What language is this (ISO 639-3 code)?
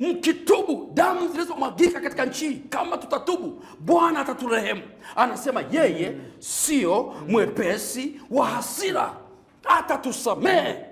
swa